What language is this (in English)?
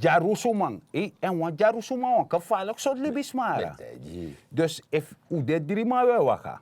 Sranan Tongo